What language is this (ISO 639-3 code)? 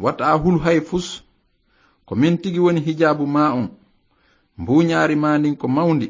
ful